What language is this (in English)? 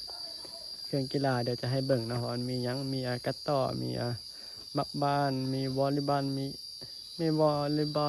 Northeastern Thai